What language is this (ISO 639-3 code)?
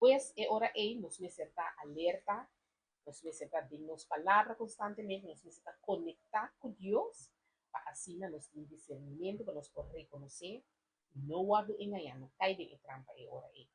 pap